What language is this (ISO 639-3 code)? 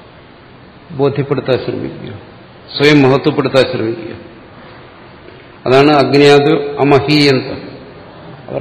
mal